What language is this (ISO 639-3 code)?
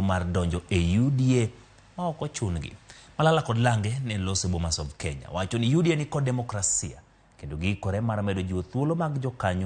luo